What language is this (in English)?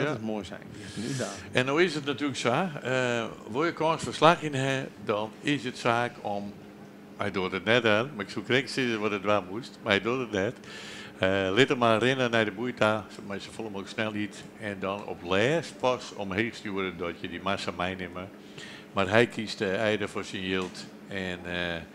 Western Frisian